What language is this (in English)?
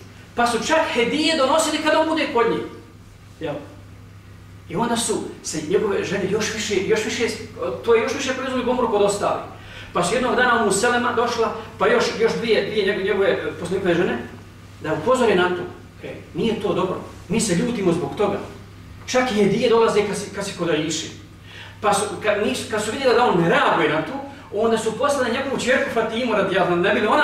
Bosnian